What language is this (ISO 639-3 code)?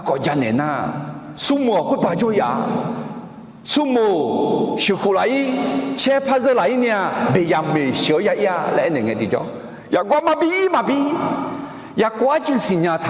ahk